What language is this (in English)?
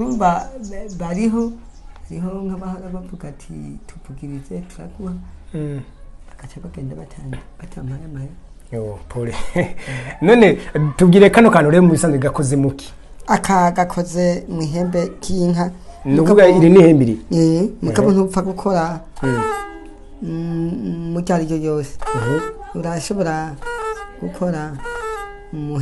Rundi